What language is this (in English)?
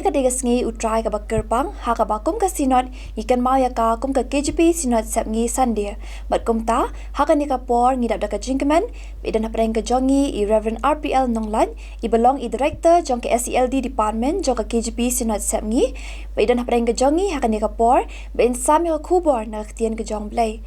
Khasi